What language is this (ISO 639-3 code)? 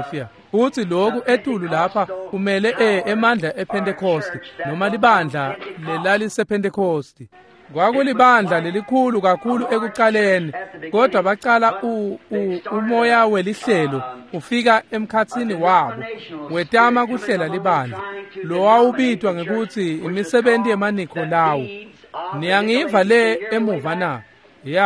ssw